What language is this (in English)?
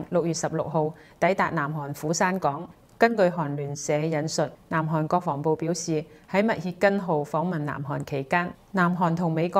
Cantonese